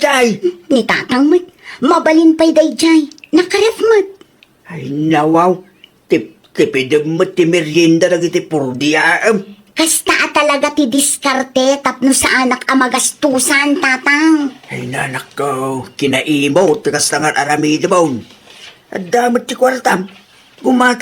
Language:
Iloko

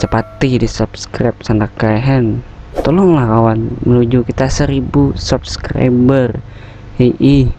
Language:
Banjar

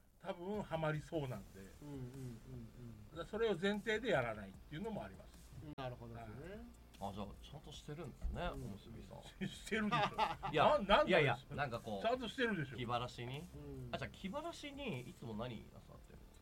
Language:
Japanese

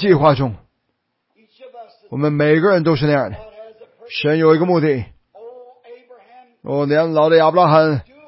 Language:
Chinese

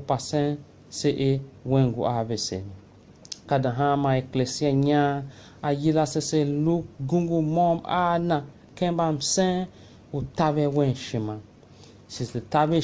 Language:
Tiv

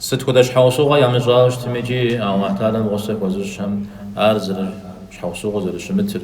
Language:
Kabardian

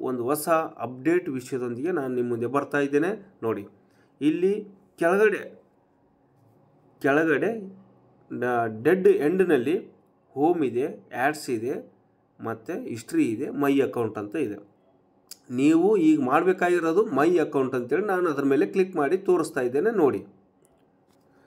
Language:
Kannada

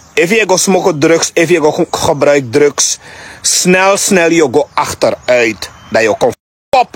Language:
Sranan Tongo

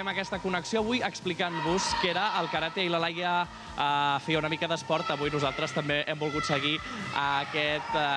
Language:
Catalan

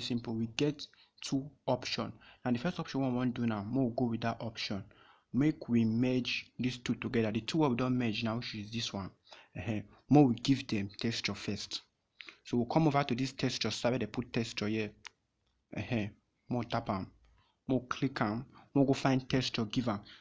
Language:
Nigerian Pidgin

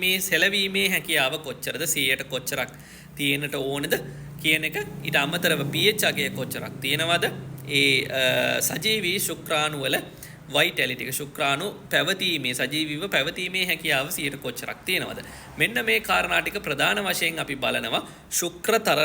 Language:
Sinhala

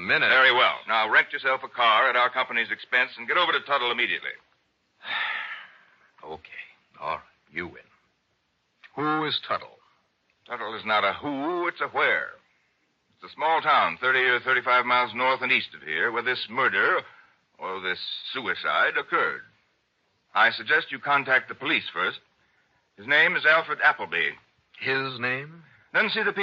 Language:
English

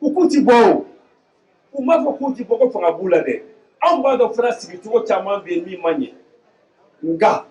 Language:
Bambara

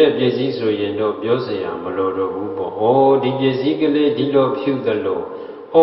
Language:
Burmese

